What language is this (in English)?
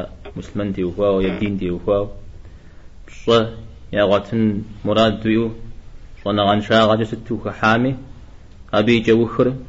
Kabardian